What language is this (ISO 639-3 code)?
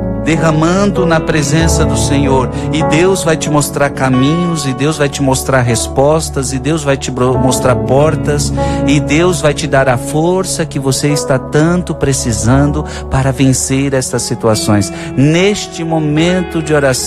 por